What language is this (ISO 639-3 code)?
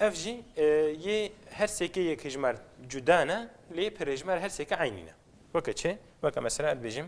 kur